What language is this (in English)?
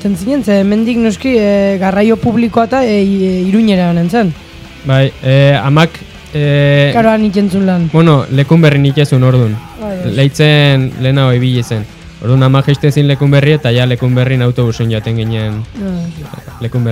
Basque